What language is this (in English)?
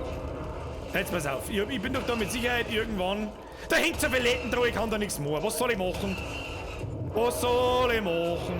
Bavarian